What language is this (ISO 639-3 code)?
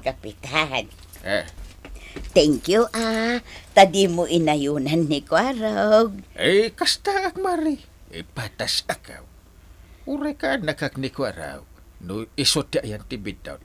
ilo